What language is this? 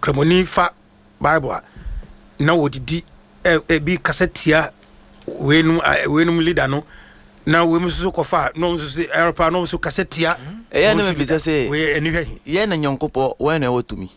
Akan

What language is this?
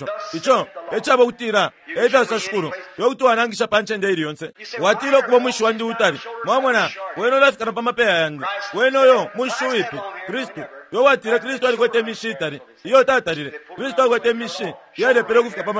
Bemba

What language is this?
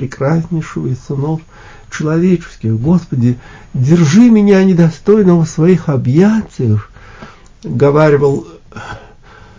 Russian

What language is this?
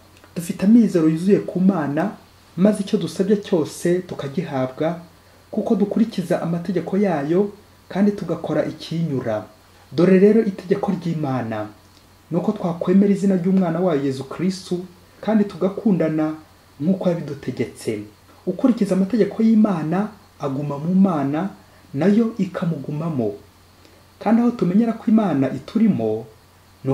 Kinyarwanda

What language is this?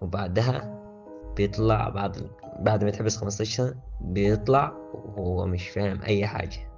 Egyptian Arabic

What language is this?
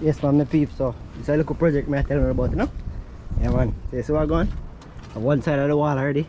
Jamaican Creole English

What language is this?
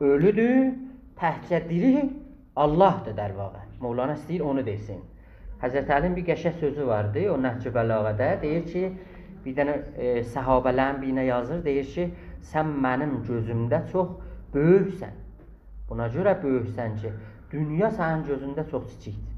South Azerbaijani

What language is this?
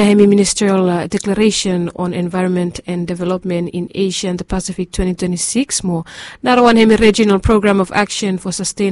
Bislama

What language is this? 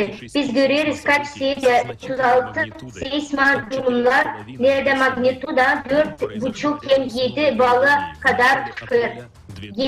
Gagauz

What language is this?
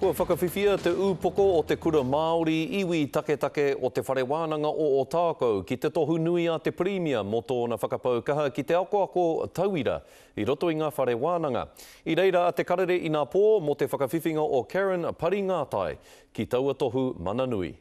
Māori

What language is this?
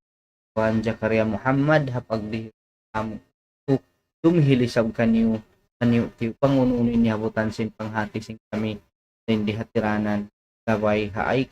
Tausug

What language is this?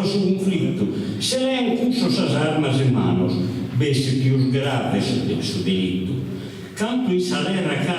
Sardinian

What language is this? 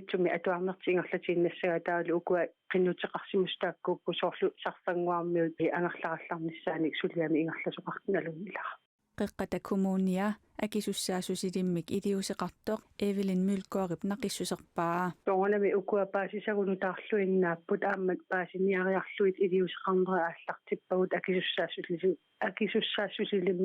Kalaallisut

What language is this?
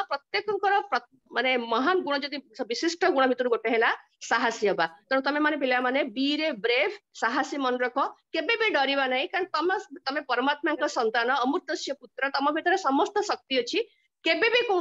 Odia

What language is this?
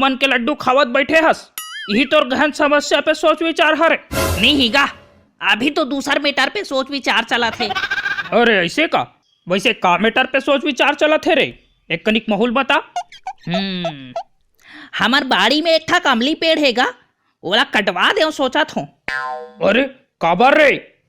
Chhattisgarhi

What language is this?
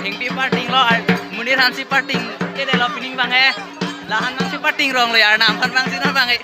Karbi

